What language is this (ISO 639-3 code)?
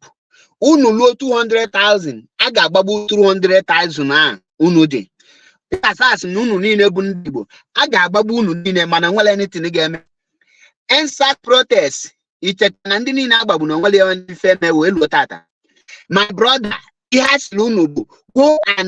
ibo